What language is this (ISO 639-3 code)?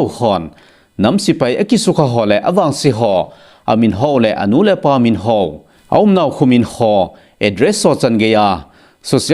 tcz